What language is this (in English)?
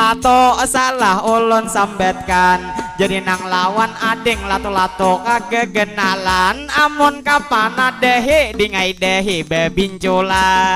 Banjar